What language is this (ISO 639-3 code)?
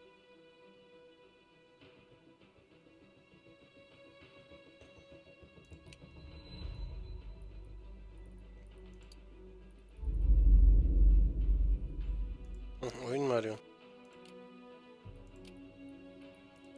tur